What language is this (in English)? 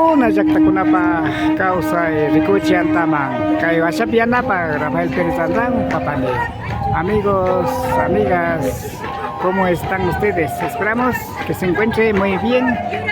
Imbabura Highland Quichua